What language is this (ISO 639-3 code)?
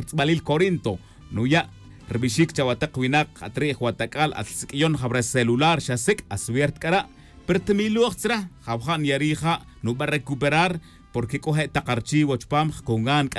tzj